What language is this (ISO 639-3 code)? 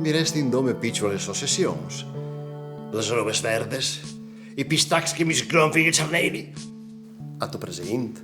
fur